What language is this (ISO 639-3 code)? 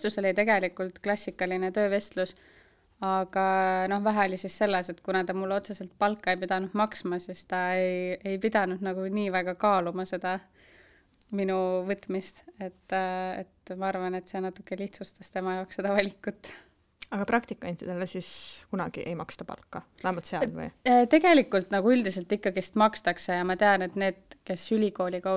est